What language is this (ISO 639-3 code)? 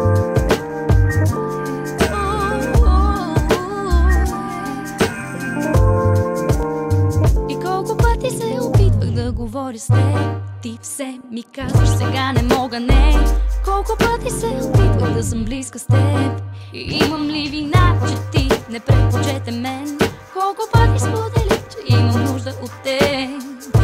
bul